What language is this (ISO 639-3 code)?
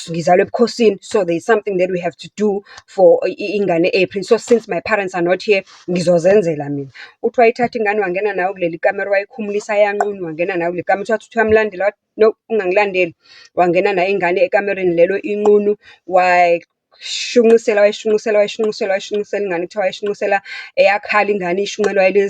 zul